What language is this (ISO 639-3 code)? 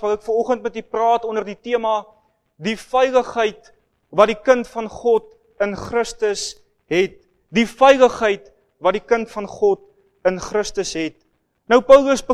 afr